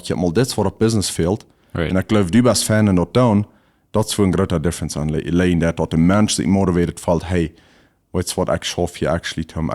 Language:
Plautdietsch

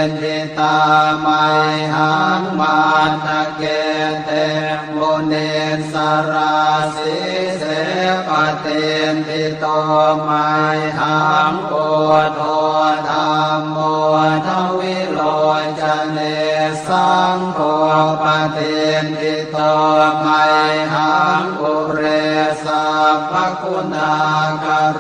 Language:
Pali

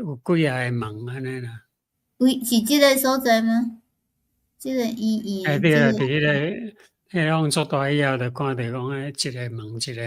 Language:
Min Nan Chinese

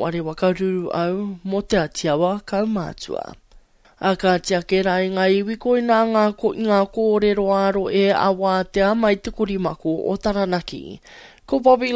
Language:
Māori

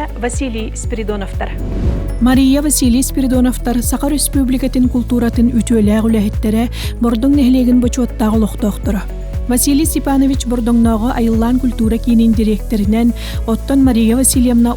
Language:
Yakut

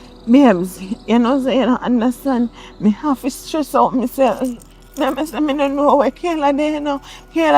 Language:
Jamaican Creole English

